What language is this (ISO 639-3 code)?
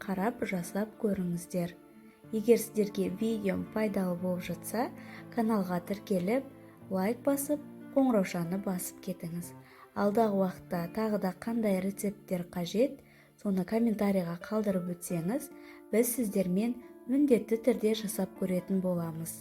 kaz